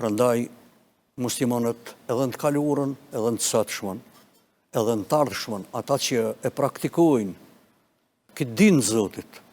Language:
Albanian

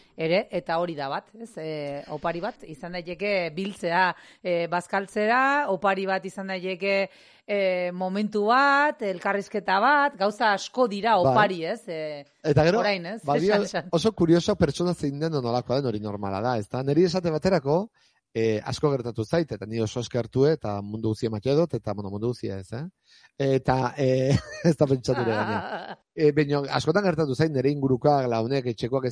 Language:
Basque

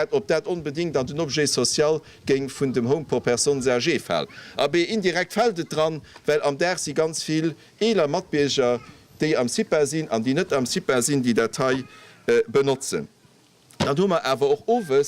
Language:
Luxembourgish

